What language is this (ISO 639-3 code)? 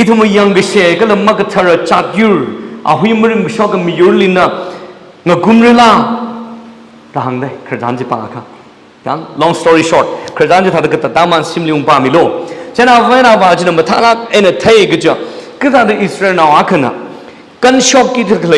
nmf